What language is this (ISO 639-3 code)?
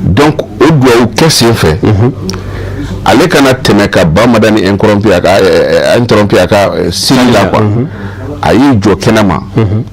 bam